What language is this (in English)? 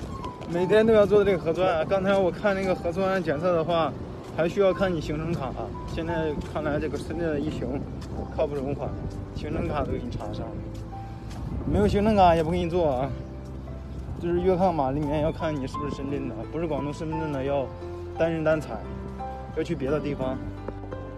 Chinese